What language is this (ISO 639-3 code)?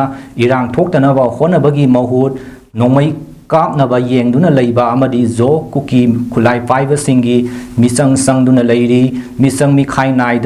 mni